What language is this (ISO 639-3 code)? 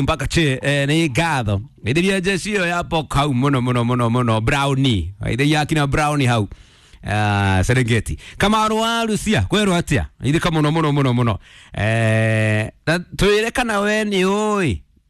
kik